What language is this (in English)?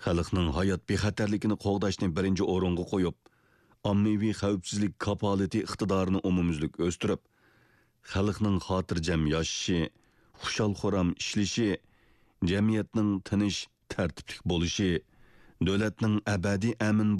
Uyghur